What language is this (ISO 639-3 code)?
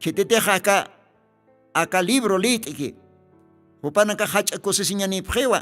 aym